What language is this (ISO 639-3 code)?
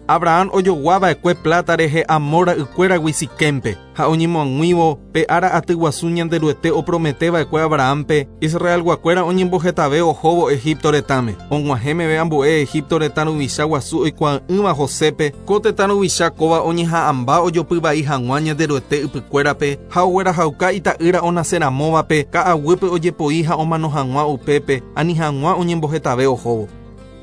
grn